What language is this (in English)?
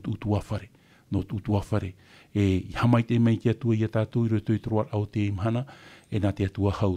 Tahitian